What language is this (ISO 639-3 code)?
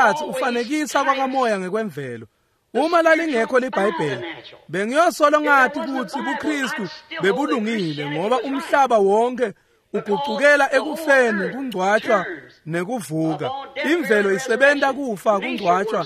ssw